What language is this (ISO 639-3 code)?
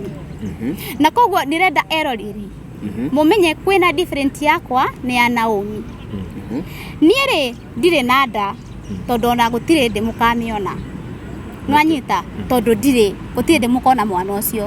kik